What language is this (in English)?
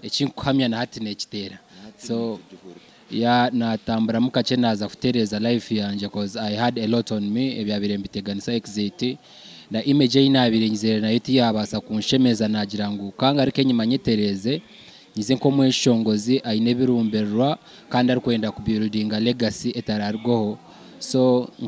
Nyankole